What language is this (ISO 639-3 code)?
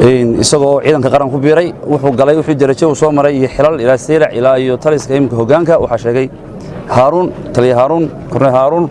som